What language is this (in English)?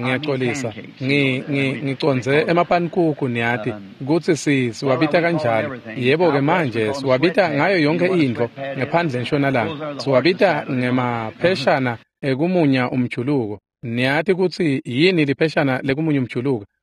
Swati